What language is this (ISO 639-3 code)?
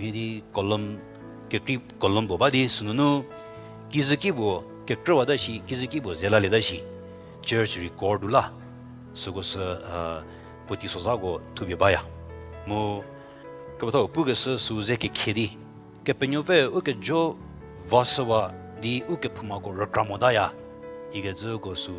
njm